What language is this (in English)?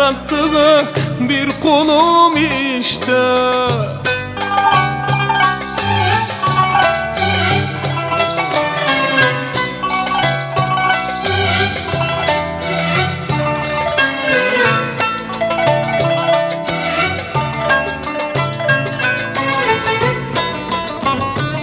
Turkish